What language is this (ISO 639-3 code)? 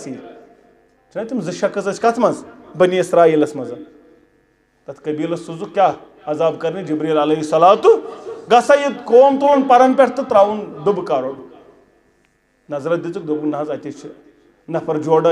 kas